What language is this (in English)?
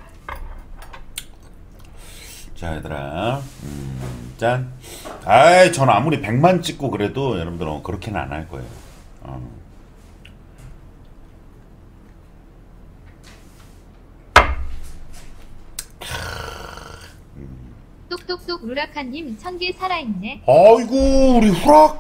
Korean